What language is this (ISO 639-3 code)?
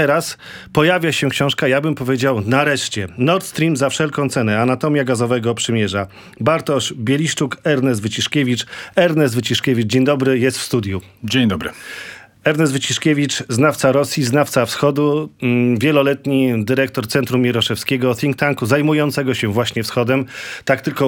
pol